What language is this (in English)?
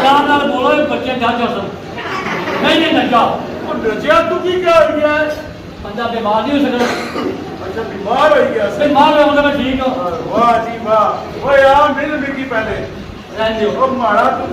Pahari-Potwari